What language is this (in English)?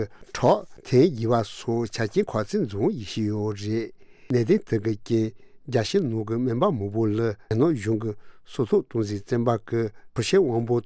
Tibetan